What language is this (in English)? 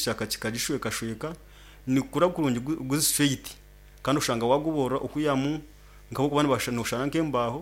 Nyankole